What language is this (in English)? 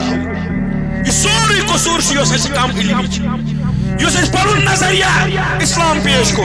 Kashmiri